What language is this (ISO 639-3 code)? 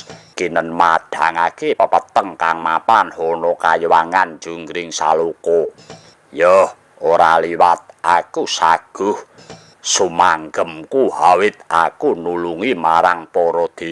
jav